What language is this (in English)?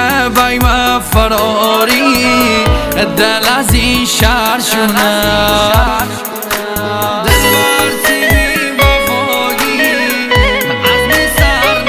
Persian